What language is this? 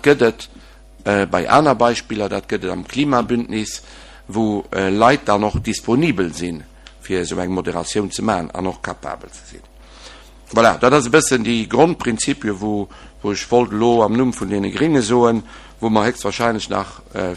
Luxembourgish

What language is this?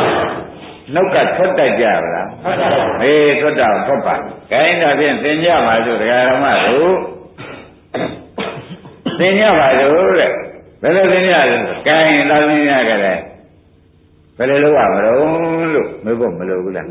Burmese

